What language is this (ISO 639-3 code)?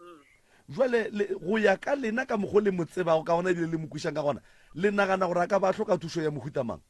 nso